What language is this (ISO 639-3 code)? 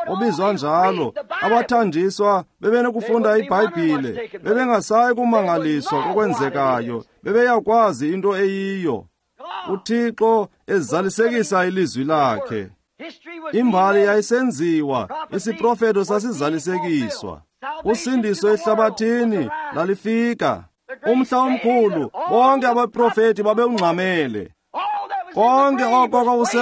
xho